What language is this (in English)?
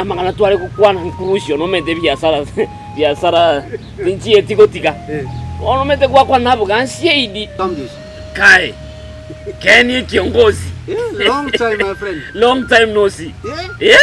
Gusii